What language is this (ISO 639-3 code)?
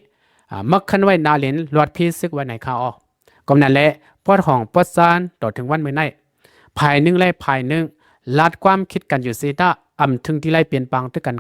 lao